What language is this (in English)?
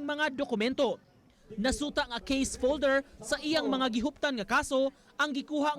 Cebuano